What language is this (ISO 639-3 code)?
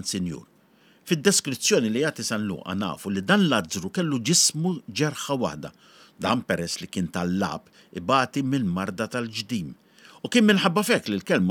mlt